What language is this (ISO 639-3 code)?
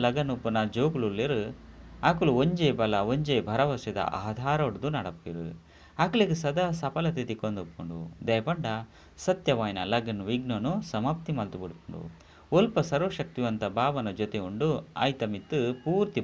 tcy